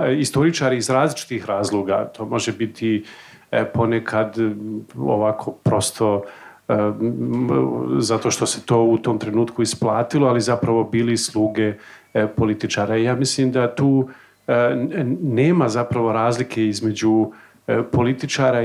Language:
Serbian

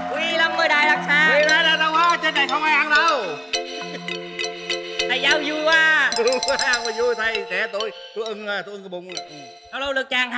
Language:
Vietnamese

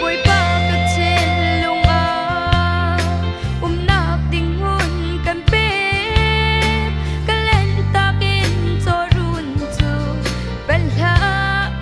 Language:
Hakha Chin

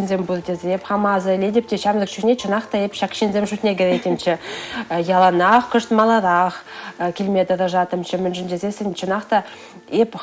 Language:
Chuvash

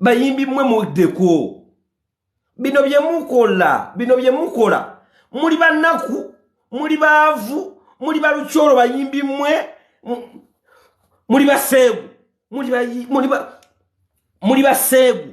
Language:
Ganda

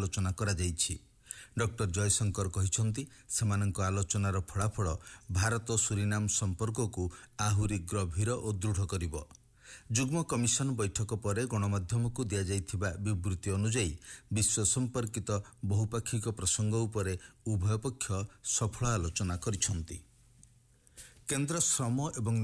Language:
Odia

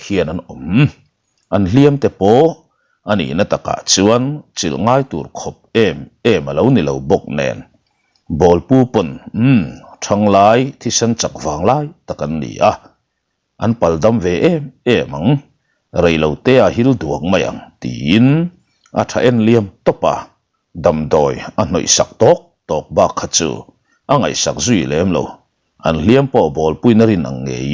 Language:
Mizo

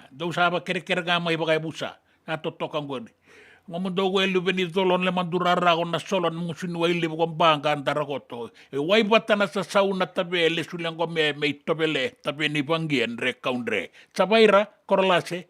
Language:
Fijian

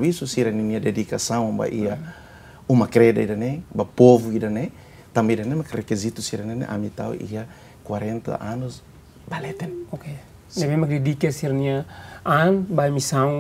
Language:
Tetum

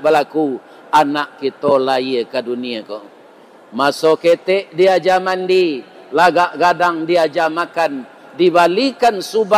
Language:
Minangkabau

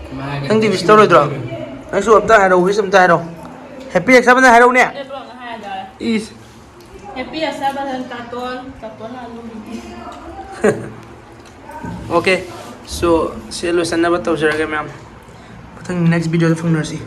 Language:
Manipuri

